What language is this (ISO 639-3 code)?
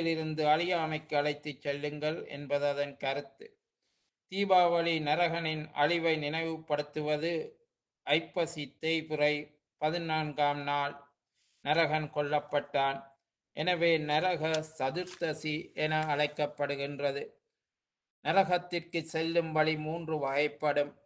tam